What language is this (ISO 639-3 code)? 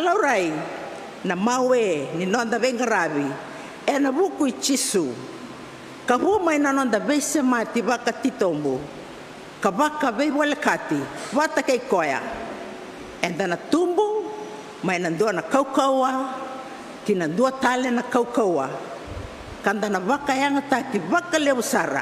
fij